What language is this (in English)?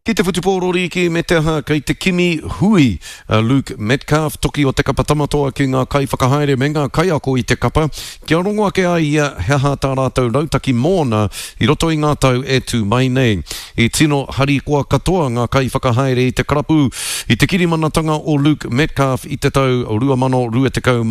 Māori